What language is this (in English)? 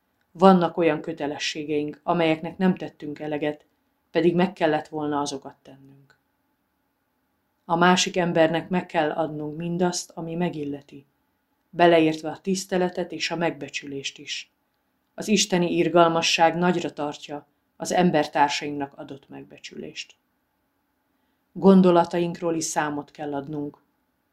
Hungarian